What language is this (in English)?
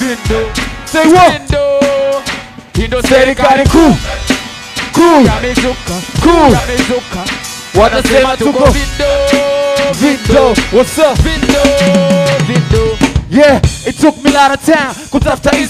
Swahili